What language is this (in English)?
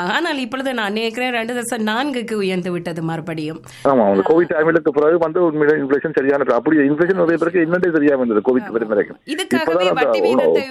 Tamil